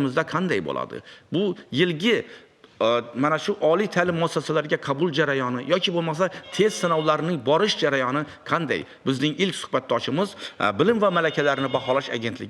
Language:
Uzbek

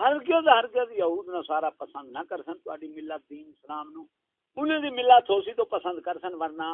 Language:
Saraiki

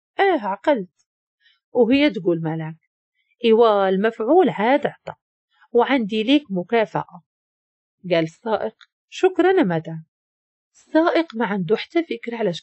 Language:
Moroccan Arabic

